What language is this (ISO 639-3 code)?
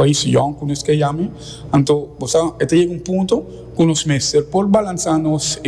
pap